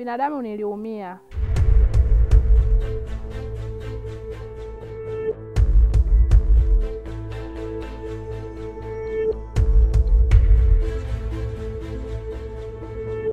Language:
Swahili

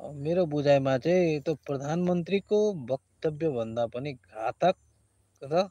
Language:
Nepali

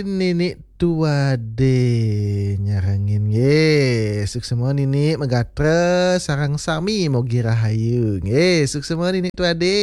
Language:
Balinese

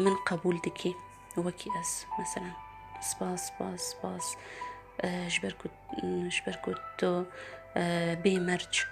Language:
Kurdish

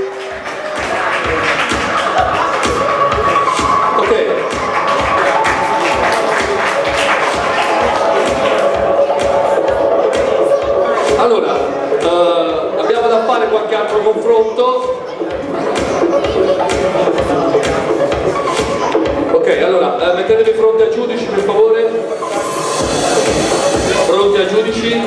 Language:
Italian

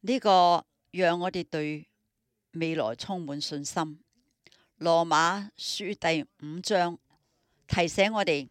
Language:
Cantonese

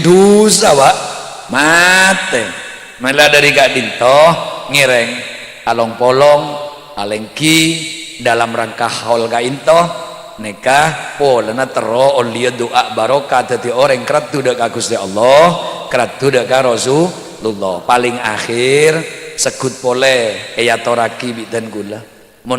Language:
Madurese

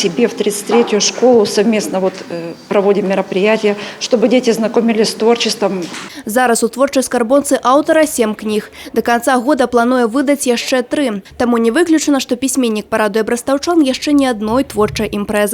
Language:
Belarusian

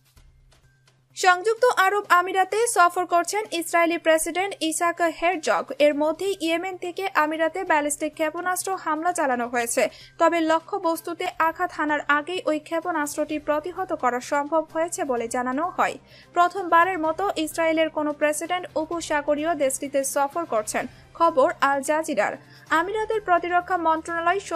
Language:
Bangla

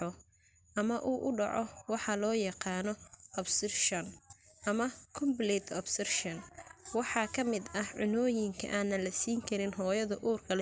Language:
Somali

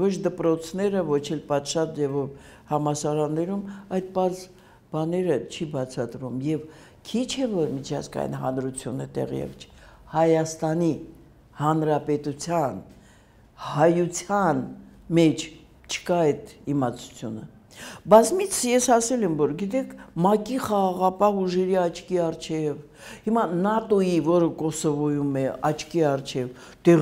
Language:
Armenian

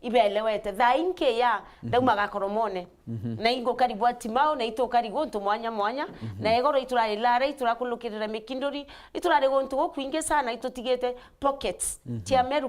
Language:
Meru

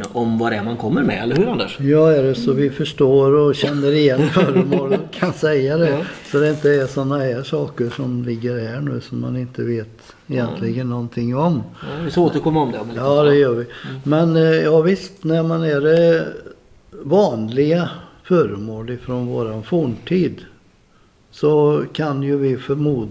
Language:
Swedish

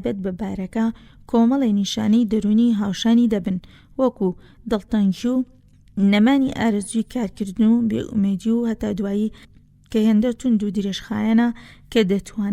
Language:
Central Kurdish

